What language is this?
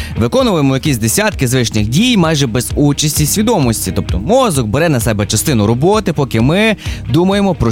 Ukrainian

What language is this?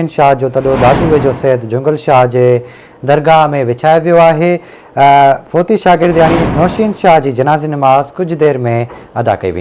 Sindhi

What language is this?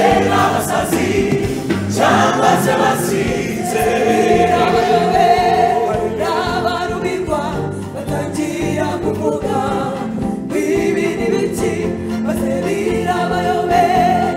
Kinyarwanda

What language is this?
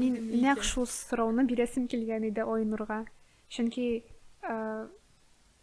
Tatar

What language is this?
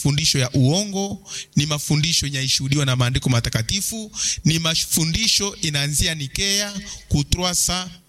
Swahili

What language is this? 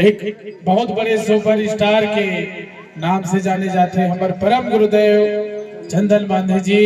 Chhattisgarhi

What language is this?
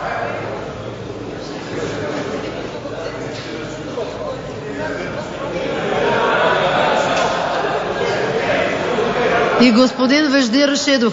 Bulgarian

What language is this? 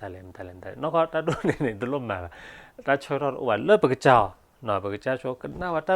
S'gaw Karen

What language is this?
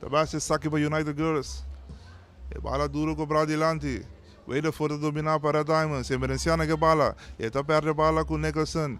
Papiamento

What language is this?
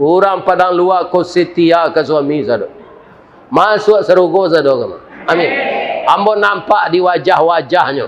Minangkabau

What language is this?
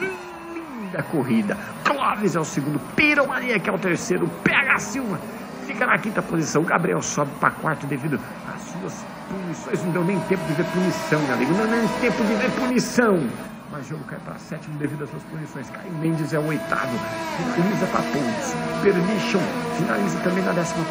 Portuguese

